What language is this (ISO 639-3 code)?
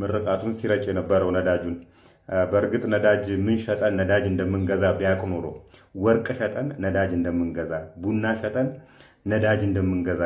amh